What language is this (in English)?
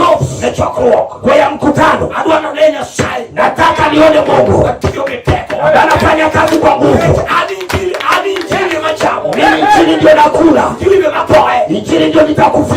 Luo (Kenya and Tanzania)